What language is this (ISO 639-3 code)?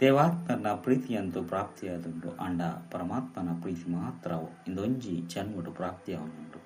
tcy